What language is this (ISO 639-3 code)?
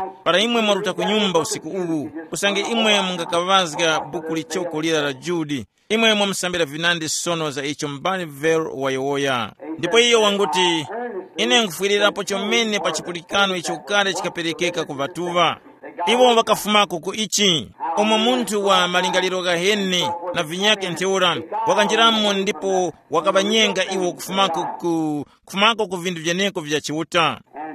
tum